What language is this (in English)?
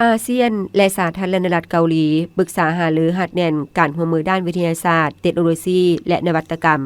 Lao